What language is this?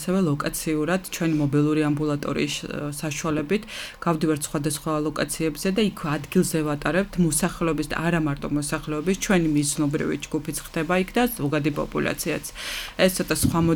Georgian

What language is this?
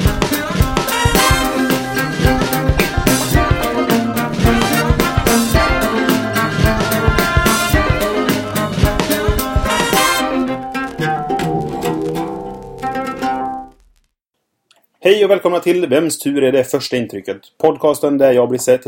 Swedish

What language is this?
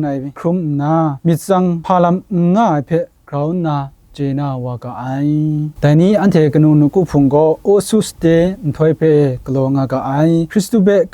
Kachin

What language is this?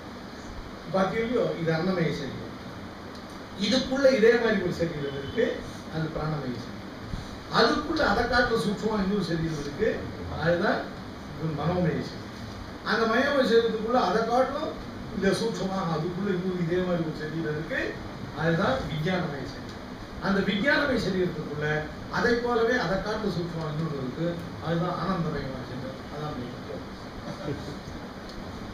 Tamil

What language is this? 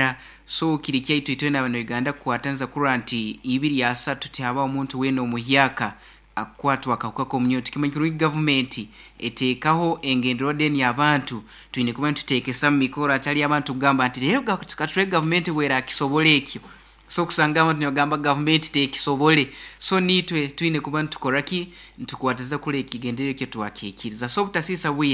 Nyoro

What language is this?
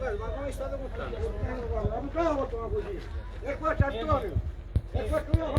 Sicilian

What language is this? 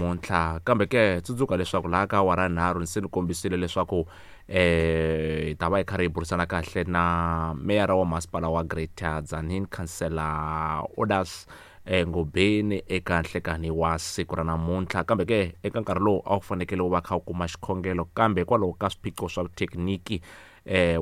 Tsonga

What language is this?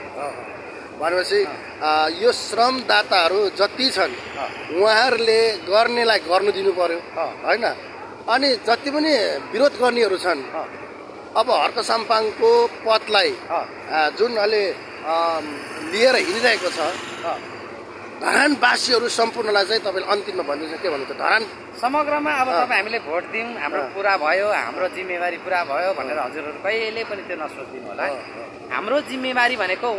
Nepali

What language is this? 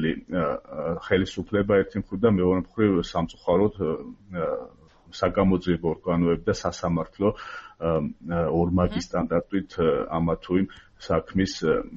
Georgian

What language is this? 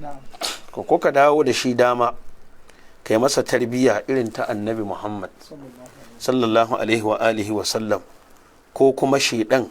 Hausa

